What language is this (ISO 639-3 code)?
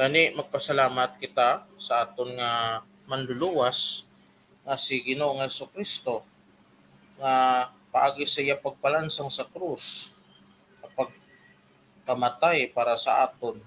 hil